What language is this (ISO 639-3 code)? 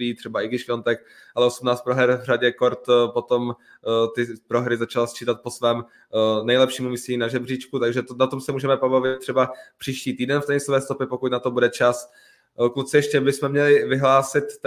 ces